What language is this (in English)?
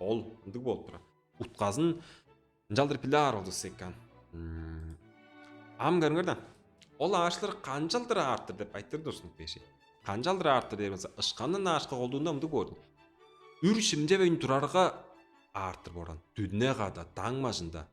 Tuvinian